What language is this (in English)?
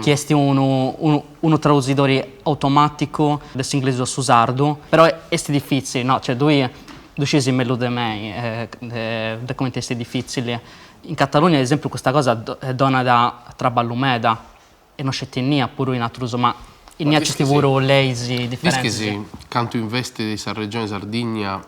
Sardinian